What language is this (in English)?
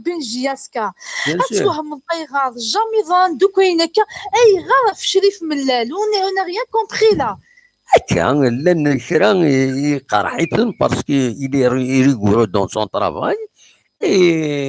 Kabyle